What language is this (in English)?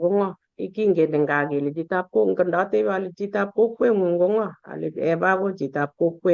Kalenjin